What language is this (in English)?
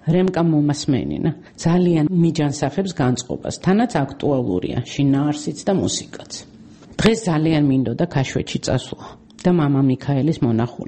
Georgian